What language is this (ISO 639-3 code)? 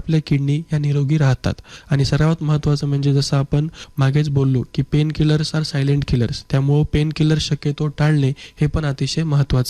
mar